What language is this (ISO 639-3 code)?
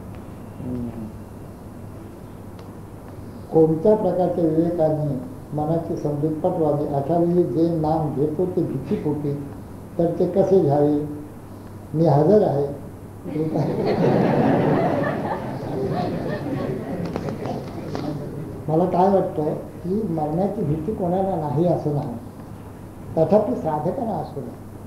mar